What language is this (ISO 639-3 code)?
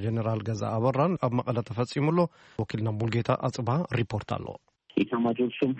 tir